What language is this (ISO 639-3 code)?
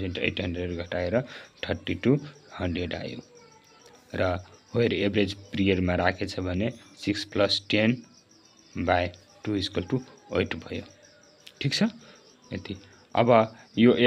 nep